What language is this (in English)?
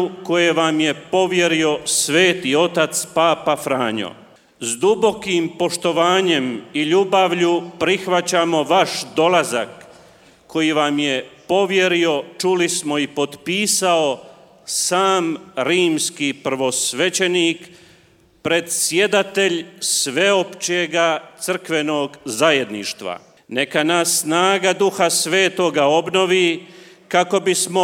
Croatian